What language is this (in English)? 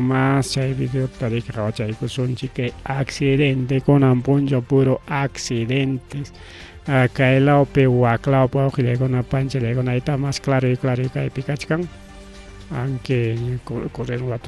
Ayacucho Quechua